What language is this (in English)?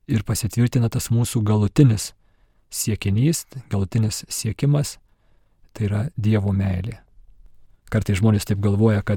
Lithuanian